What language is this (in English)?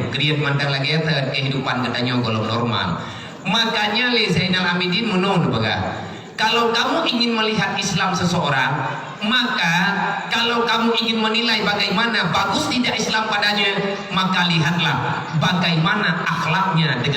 Achinese